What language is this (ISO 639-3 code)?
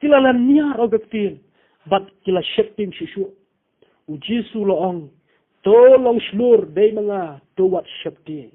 kha